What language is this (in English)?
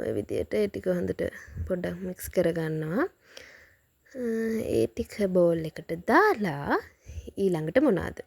Sinhala